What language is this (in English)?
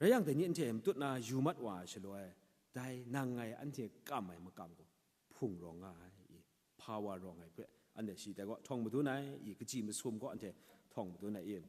Kachin